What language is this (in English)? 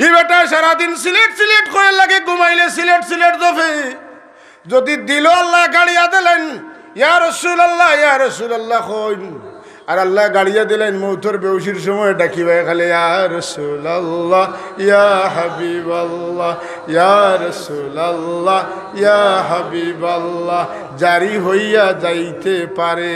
Sylheti